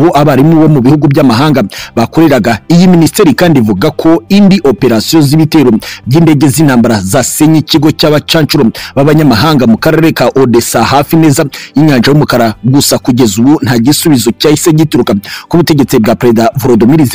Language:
Kinyarwanda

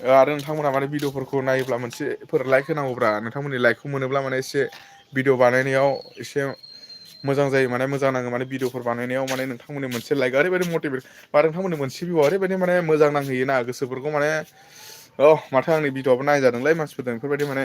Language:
Bodo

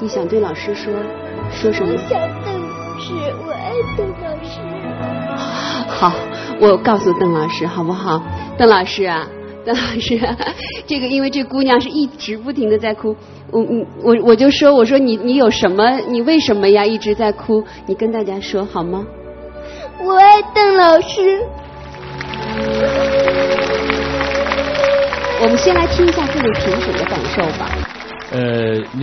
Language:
Chinese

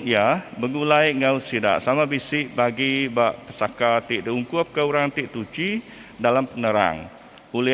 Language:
Iban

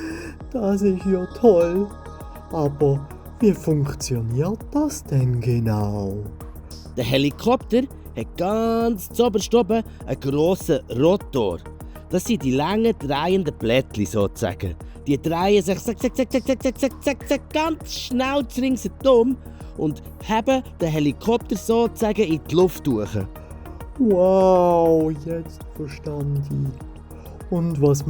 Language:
Swiss German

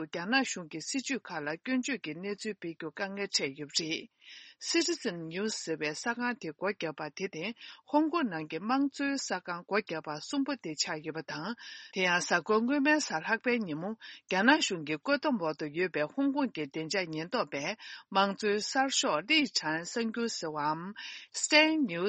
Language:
Tibetan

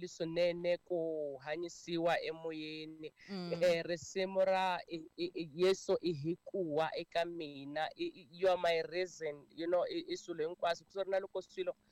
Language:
Tsonga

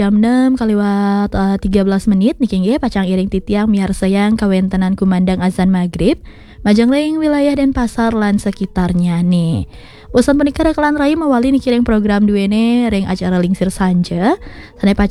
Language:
Balinese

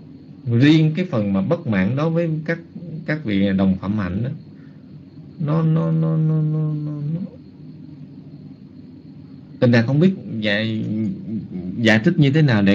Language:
Vietnamese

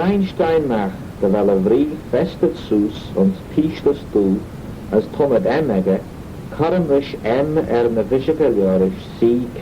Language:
Manx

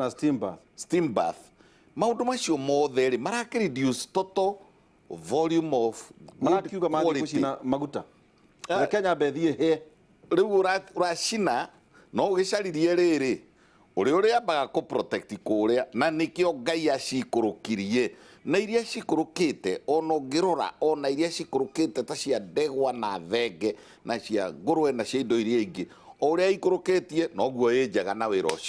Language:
Kikuyu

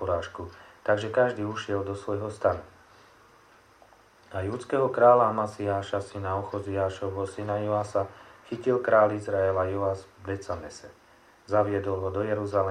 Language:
Slovak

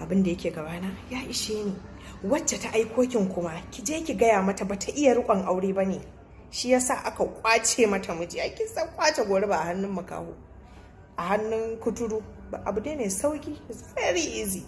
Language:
Hausa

